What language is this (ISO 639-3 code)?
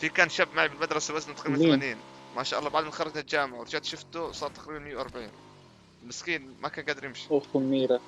apc